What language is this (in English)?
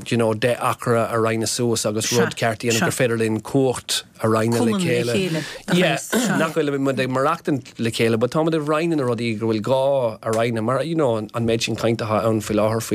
Irish